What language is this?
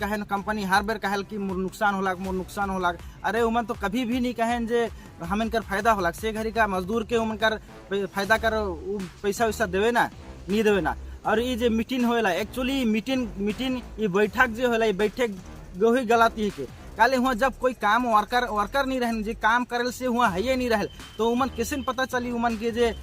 Sadri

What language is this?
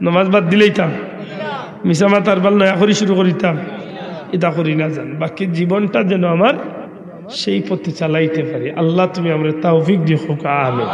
Sylheti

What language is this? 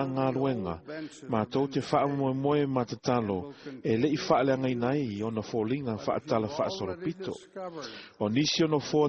Samoan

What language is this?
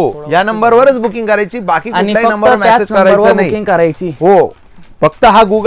Marathi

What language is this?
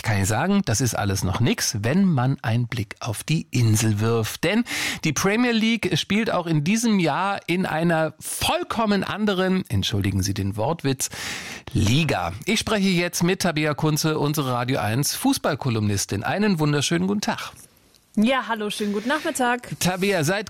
German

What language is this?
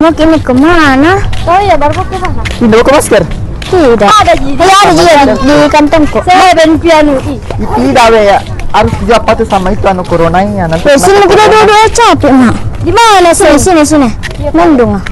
Makassar Malay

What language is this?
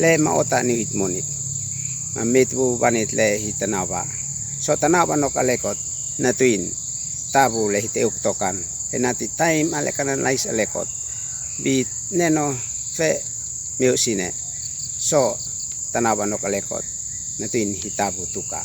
Uab Meto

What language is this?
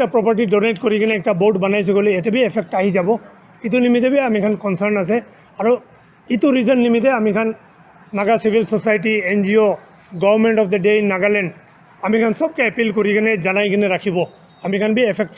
Naga Pidgin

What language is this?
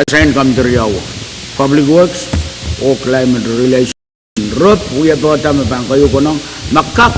Pohnpeian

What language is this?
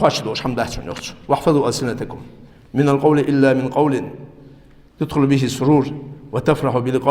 Ingush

